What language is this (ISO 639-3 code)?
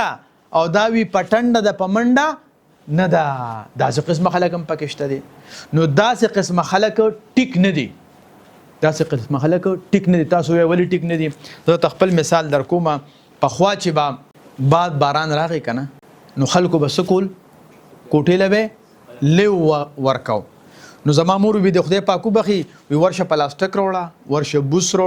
pus